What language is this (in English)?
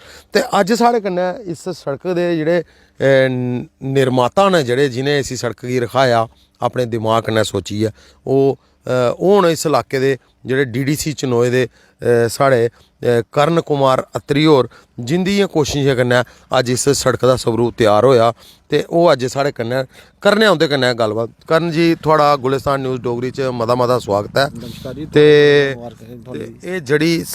Dogri